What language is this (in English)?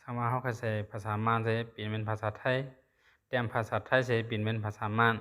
Shan